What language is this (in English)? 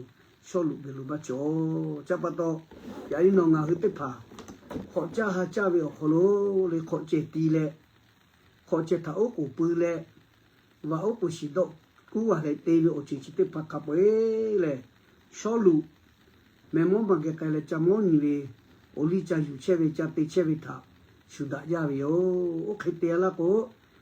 Lahu